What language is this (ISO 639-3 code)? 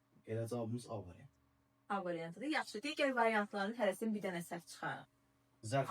aze